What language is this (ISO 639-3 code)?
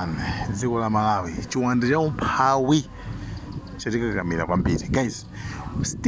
nya